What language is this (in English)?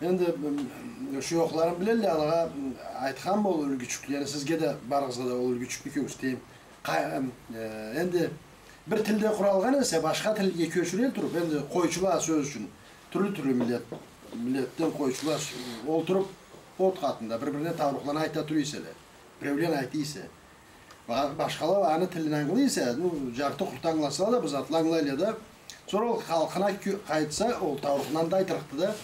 Karachay-Balkar